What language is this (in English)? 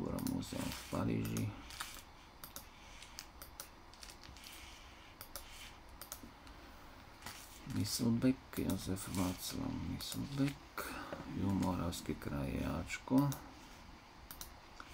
Slovak